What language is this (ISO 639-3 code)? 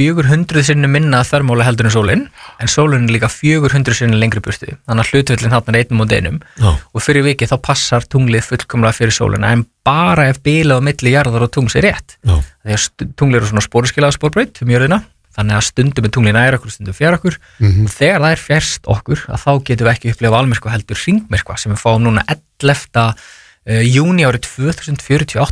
isl